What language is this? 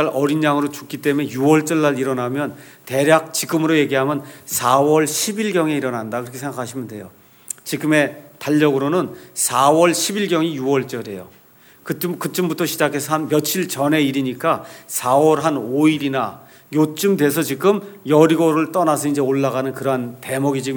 Korean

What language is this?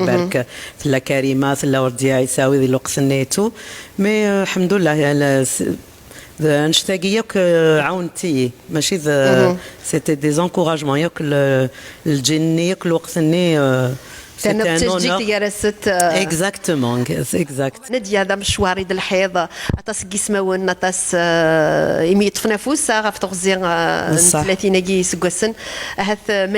Kabyle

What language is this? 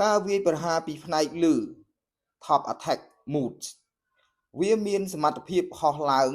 Khmer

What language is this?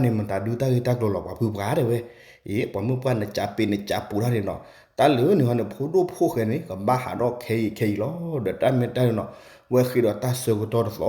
S'gaw Karen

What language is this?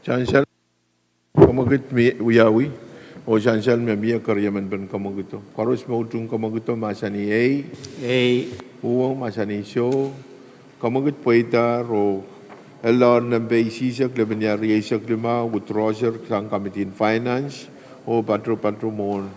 Pohnpeian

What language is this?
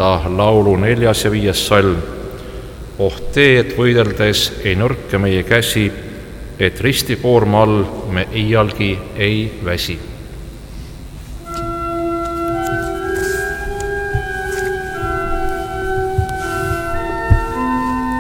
Estonian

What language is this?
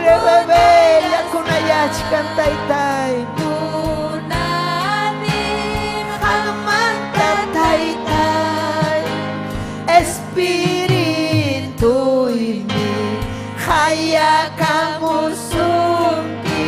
Ayacucho Quechua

